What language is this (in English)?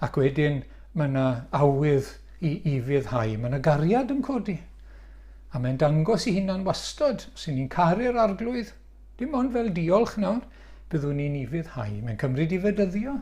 Welsh